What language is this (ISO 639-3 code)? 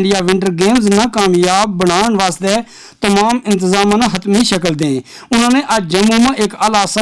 gju